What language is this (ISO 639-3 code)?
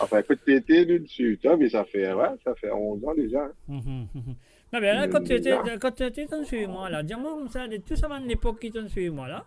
mfe